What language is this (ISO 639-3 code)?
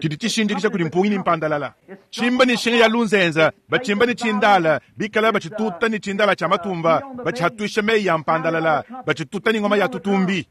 lua